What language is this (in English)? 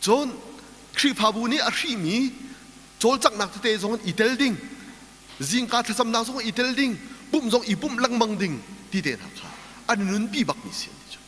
Hakha Chin